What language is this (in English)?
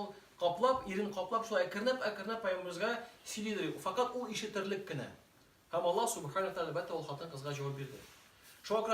Tatar